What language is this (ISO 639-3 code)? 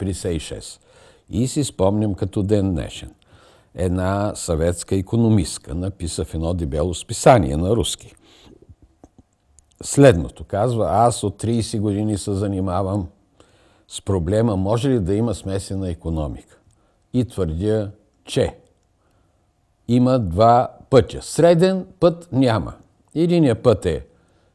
bul